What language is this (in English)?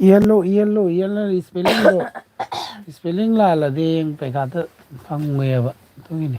Manipuri